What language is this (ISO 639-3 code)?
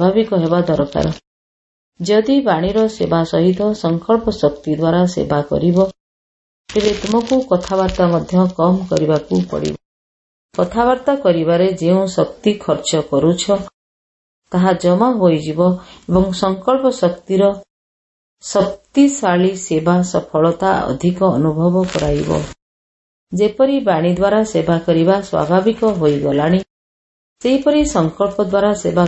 ori